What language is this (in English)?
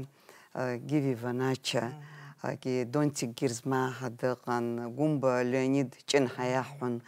Abkhazian